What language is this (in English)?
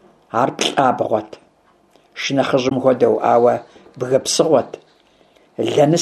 Kabardian